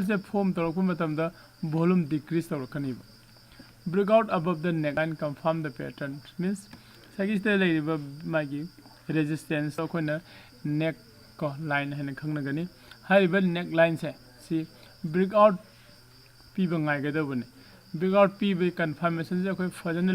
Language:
Manipuri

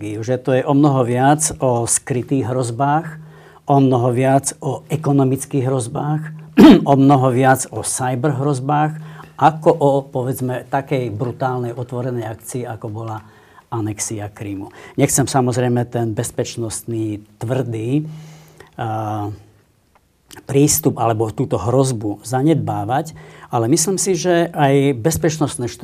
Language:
Slovak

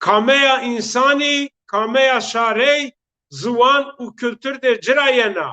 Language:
Zaza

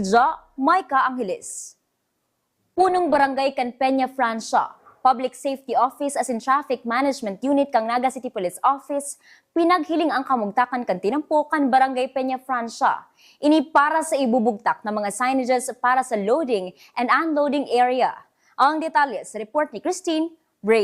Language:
Bikol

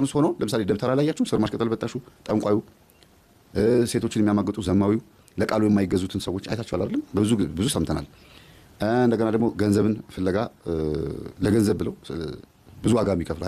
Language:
Amharic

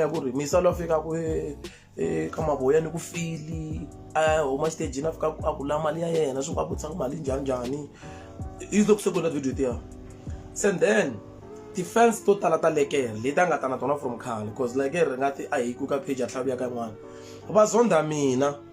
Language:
Tsonga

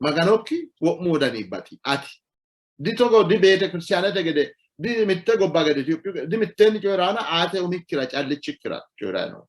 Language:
Sidamo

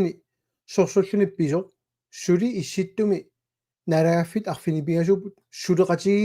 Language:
Kalaallisut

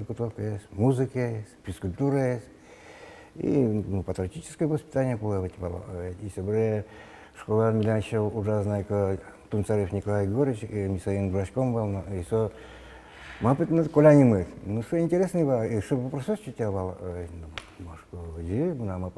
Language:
Udmurt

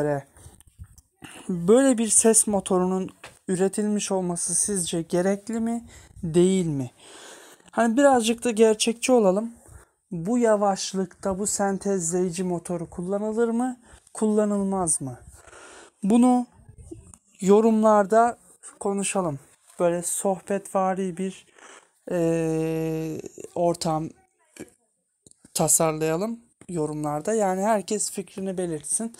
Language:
Turkish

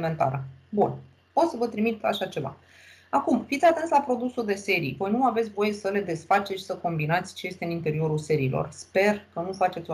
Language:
Romanian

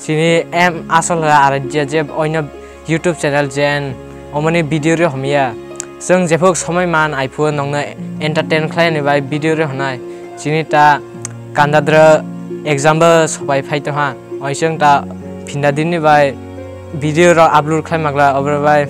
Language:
Kok Borok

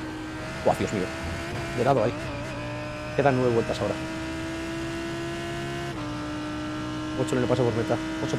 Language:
Spanish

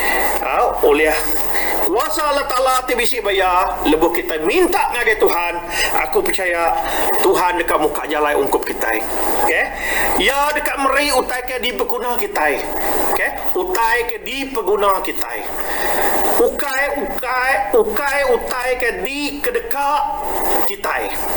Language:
Iban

